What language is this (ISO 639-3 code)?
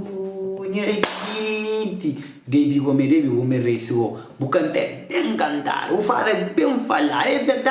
kea